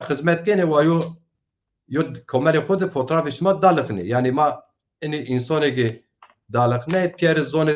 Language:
Zaza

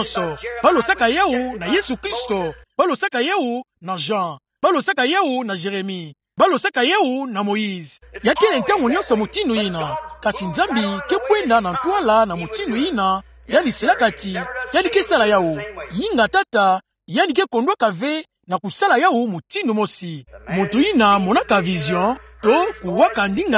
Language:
Kituba (Democratic Republic of Congo)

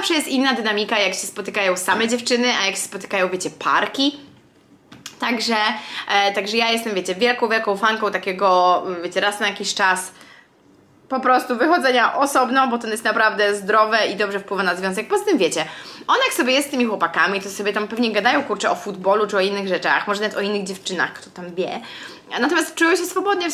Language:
Polish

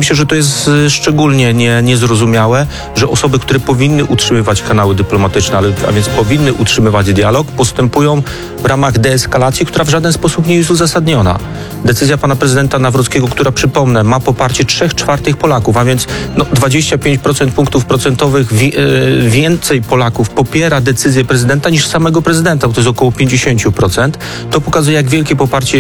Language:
Polish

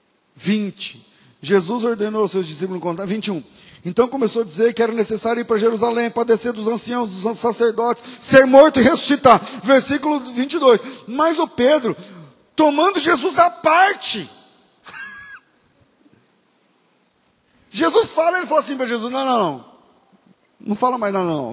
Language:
Portuguese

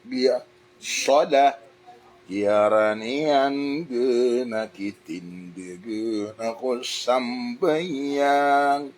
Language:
Maranao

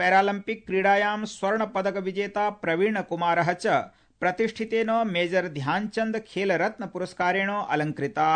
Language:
Sanskrit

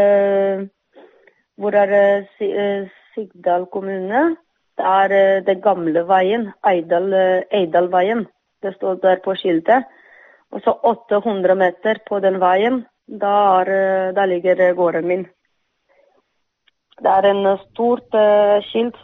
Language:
Norwegian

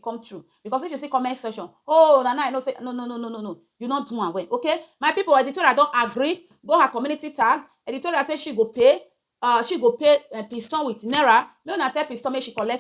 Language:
Nigerian Pidgin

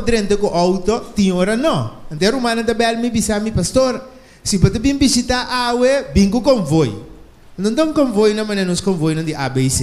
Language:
Papiamento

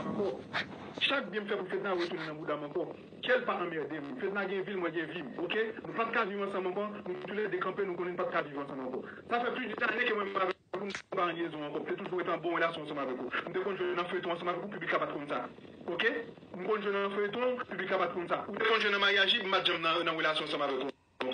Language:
Haitian Creole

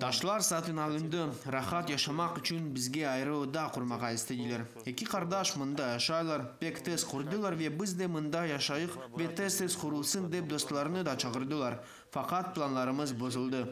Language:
Crimean Tatar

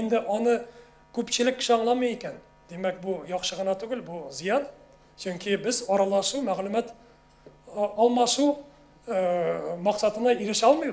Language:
Tatar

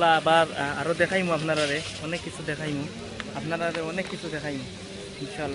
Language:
Sylheti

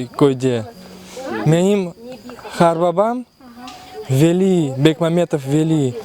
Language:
Crimean Tatar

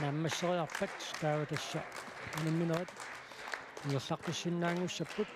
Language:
Kalaallisut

